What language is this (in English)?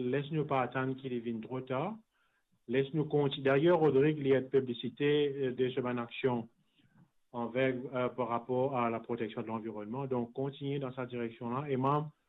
Morisyen